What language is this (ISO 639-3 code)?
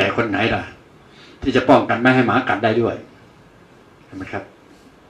tha